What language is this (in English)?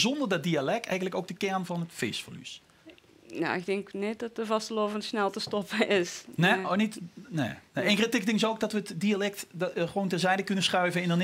Limburgish